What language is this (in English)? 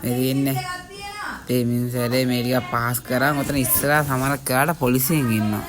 Sinhala